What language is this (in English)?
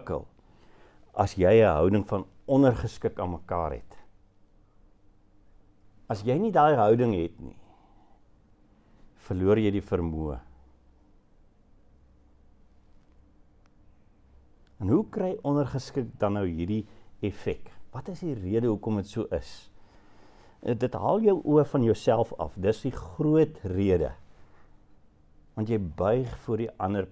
Afrikaans